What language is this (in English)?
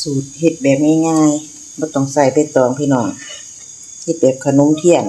Northeastern Thai